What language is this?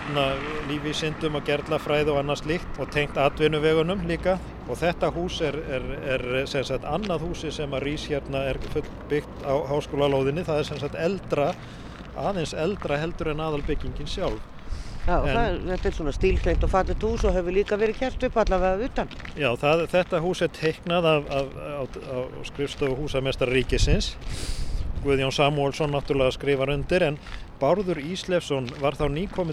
Icelandic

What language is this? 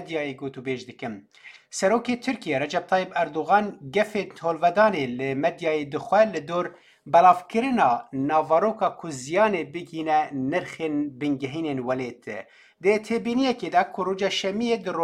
Kurdish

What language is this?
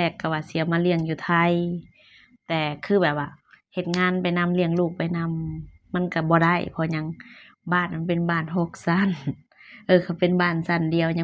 Lao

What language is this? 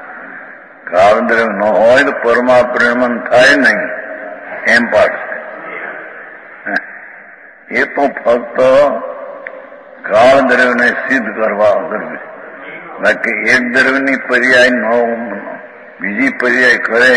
Gujarati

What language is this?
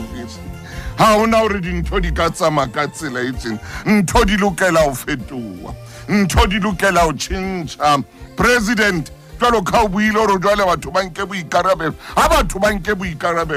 Southern Sotho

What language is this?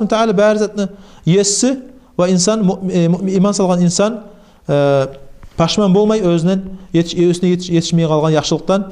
Kumyk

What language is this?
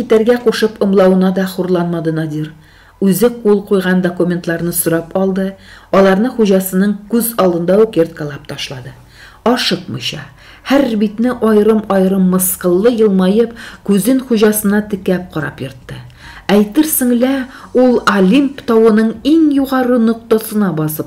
Tatar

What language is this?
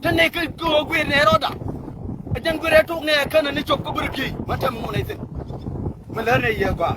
Nuer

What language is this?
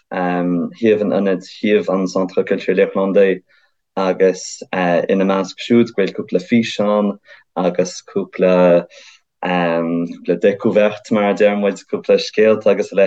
Irish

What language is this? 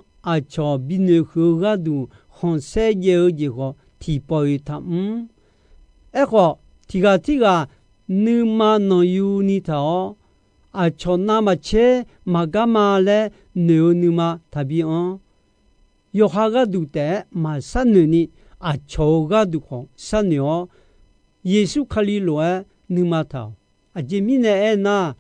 Akha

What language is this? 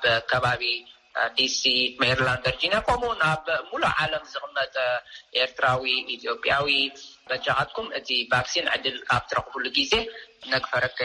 Tigrinya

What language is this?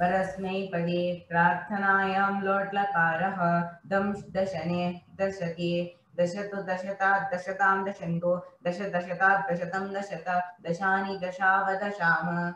Sanskrit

